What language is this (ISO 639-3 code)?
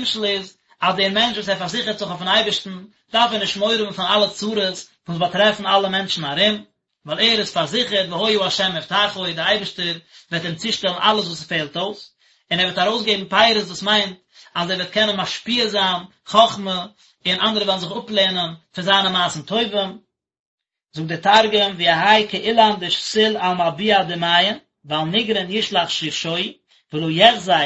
yid